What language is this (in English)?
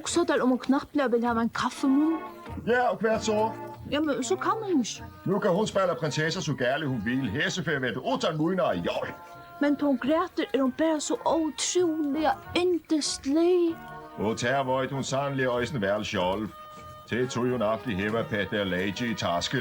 Faroese